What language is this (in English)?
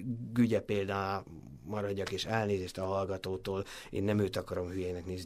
Hungarian